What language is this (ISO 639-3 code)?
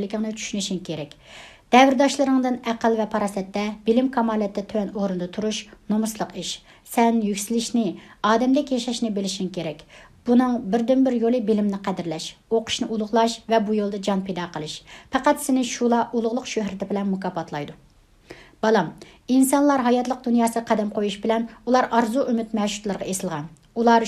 uig